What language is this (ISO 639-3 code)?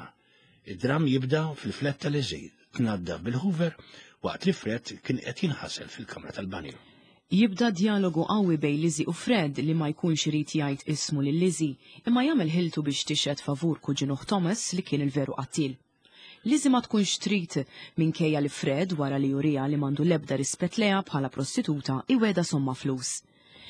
mlt